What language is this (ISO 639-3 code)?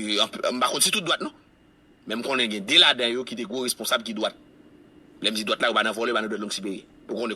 hat